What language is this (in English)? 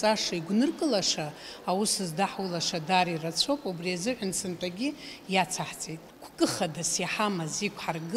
Abkhazian